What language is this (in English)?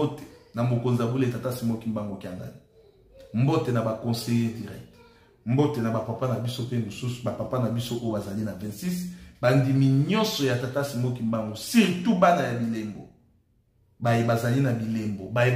Lingala